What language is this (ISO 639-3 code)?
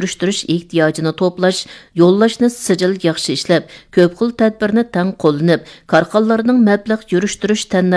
uig